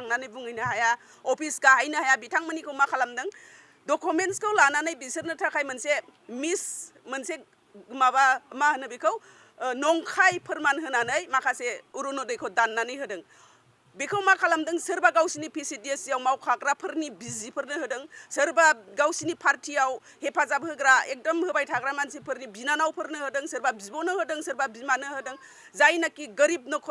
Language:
Bodo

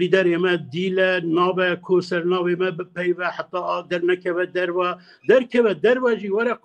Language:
Kurdish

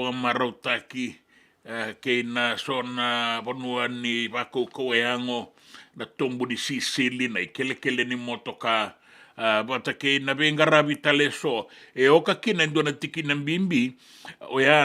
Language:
Fijian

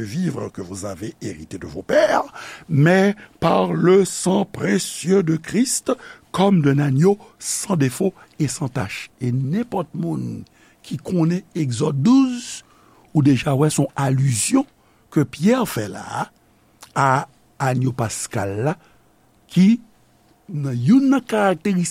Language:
Haitian Creole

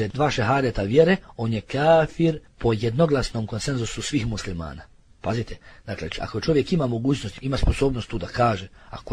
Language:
Bosnian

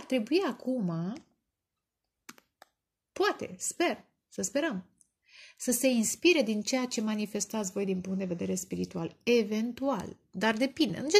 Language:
Romanian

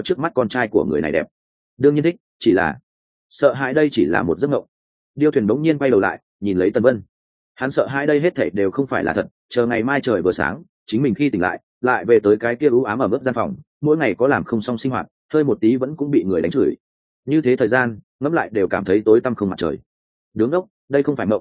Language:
Vietnamese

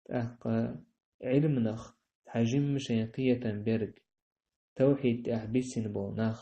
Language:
Chechen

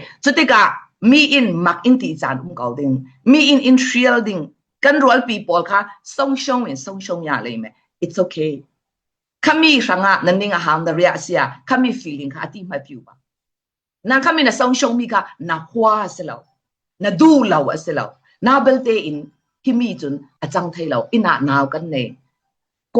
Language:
Falam Chin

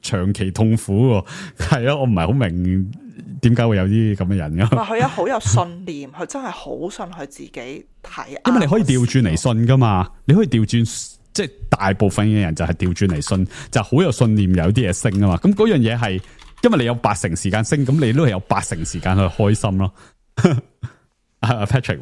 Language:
Cantonese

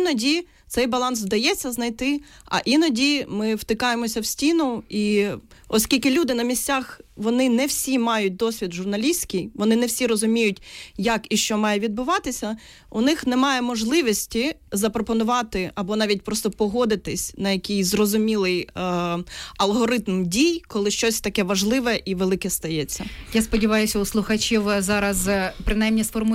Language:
Ukrainian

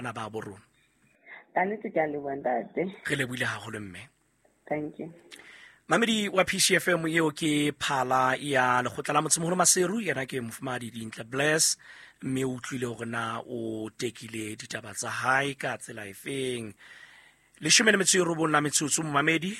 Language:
Southern Sotho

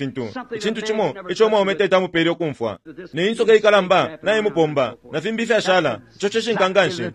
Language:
Bemba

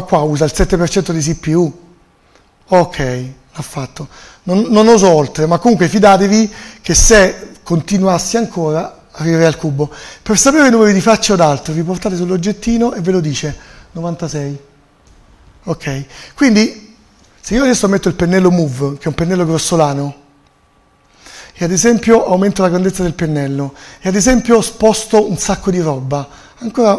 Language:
Italian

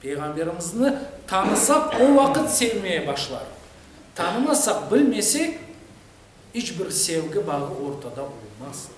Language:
Crimean Tatar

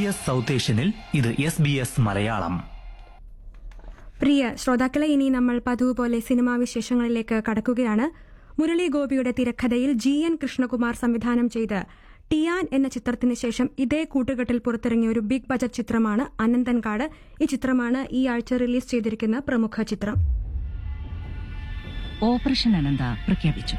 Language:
Malayalam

